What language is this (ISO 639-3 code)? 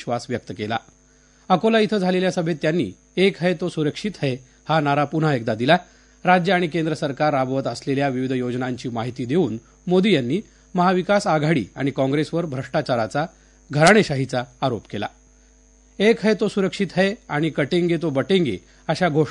mar